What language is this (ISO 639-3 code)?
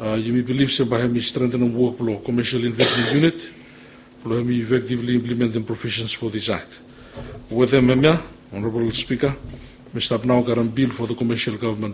bis